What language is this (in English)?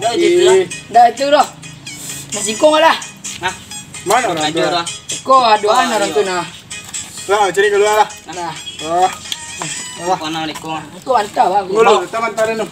Minangkabau